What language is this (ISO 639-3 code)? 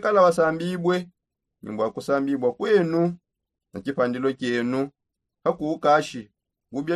sop